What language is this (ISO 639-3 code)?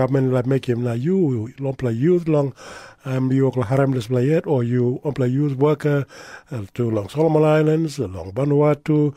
tpi